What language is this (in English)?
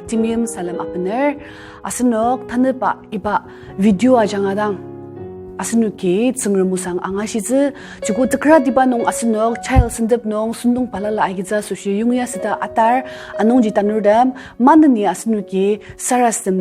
Ao Naga